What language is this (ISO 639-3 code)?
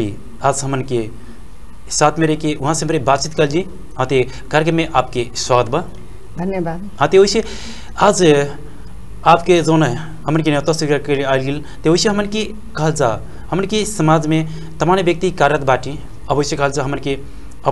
bho